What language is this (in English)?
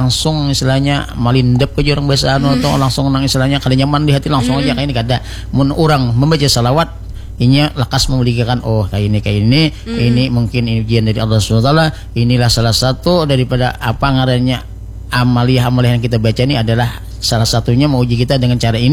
Banjar